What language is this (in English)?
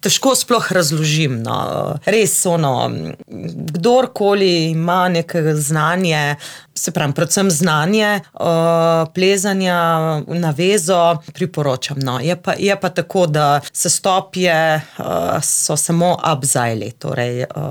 Slovenian